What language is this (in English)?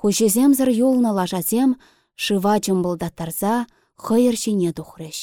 Chuvash